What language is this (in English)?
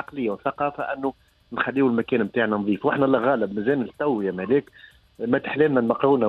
Tunisian Arabic